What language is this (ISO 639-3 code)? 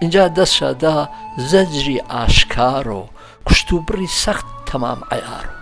hac